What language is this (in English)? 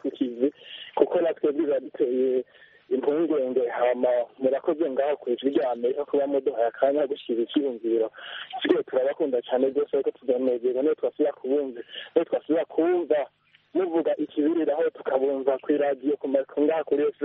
Kinyarwanda